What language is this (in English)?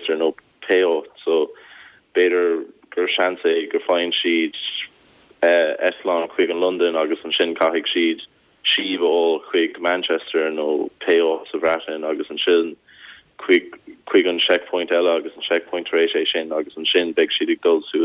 Irish